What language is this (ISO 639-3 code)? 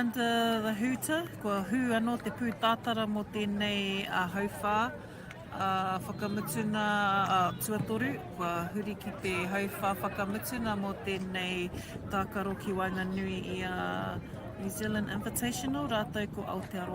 mri